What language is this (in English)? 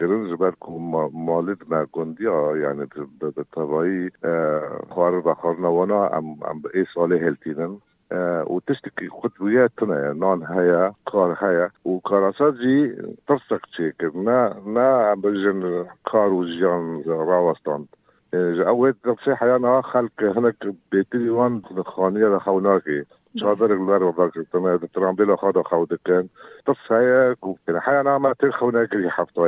Kurdish